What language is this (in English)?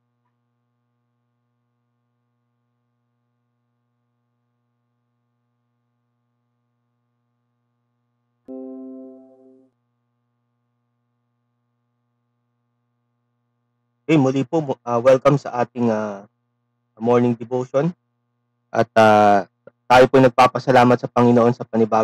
Filipino